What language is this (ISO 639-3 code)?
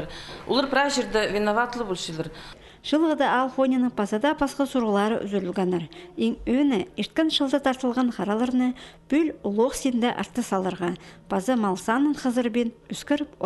kjh